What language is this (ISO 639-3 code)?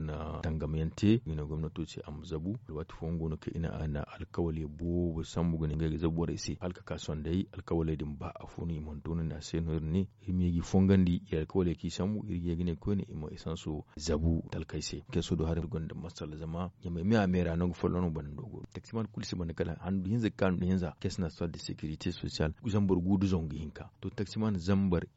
dje